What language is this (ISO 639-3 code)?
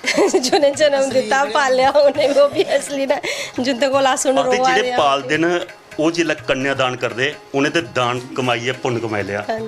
doi